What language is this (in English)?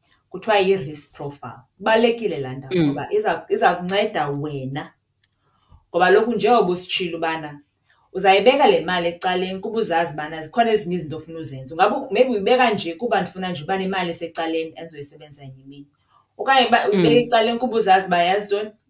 Xhosa